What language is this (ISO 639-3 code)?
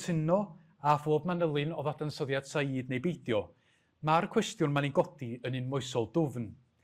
cym